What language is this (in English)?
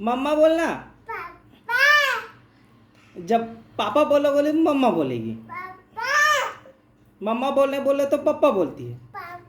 Chhattisgarhi